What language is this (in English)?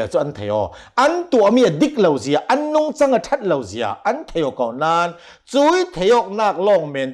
Hakha Chin